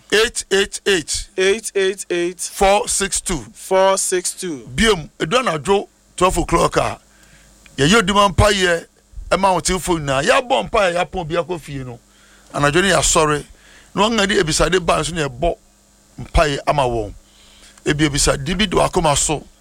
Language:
Akan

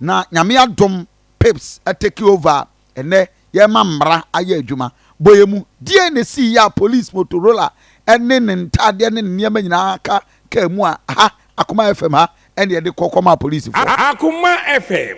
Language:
Akan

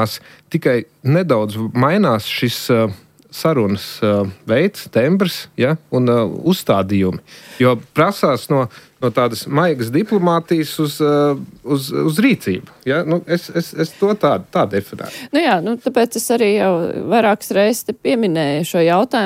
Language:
Latvian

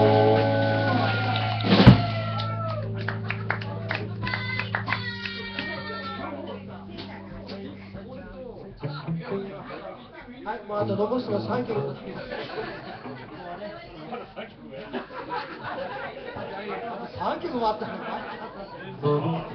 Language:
Japanese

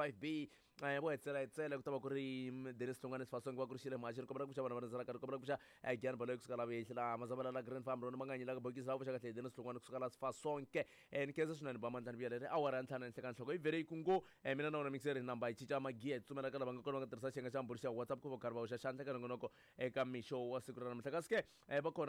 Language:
Tsonga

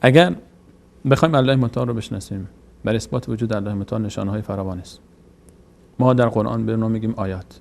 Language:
Persian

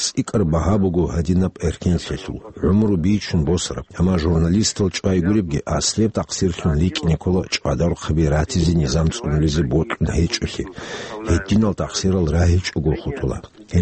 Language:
Avaric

